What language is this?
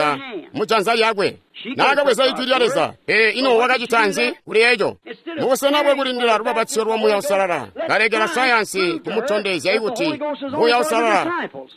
Tonga (Zambia)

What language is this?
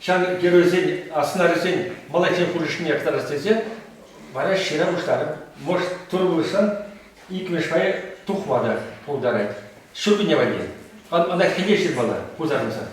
Chuvash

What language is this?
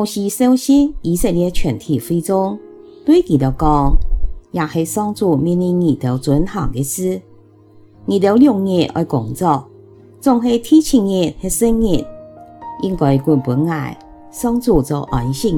Hakka Chinese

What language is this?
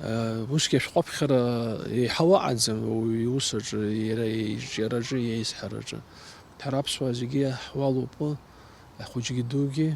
Abkhazian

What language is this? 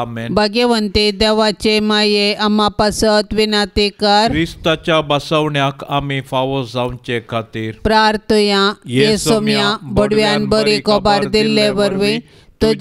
Konkani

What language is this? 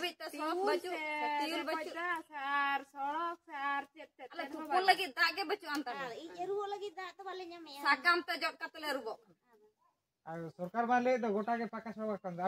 Santali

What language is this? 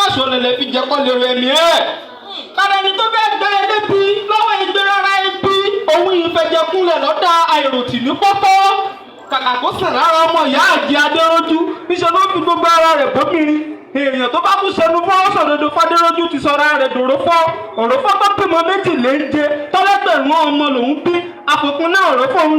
Yoruba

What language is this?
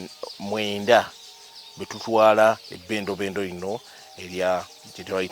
Ganda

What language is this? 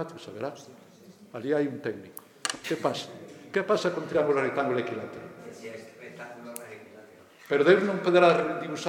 Galician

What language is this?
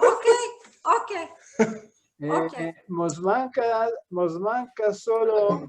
Ladino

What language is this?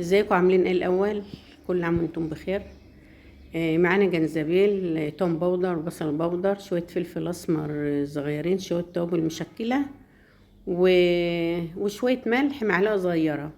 Egyptian Arabic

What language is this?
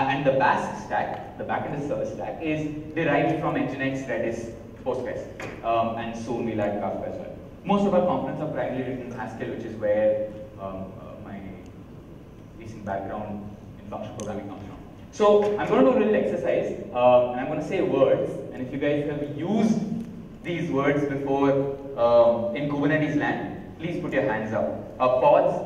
English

